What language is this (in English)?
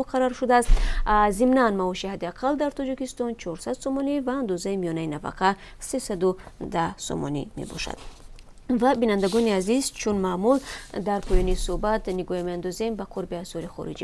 Tajik